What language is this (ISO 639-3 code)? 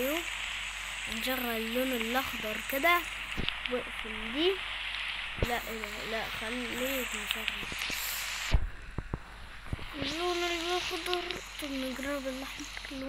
arz